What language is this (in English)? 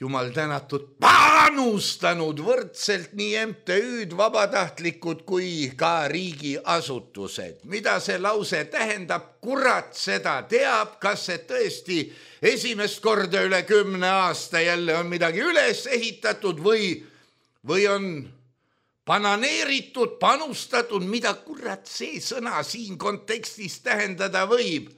Estonian